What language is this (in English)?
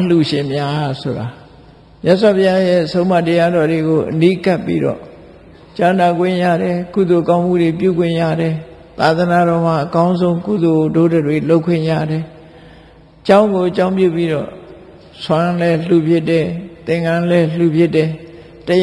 Burmese